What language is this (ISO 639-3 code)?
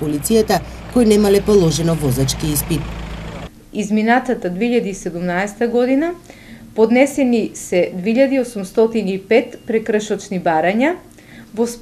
mkd